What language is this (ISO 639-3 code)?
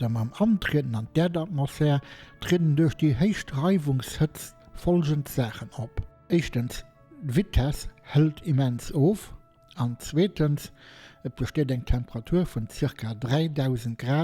ltz